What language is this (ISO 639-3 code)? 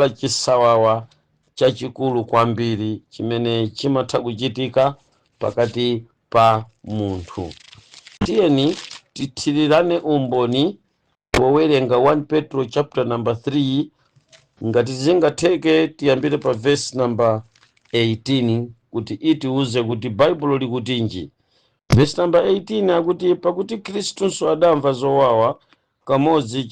nya